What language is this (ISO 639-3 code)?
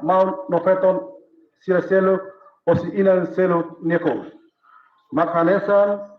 tet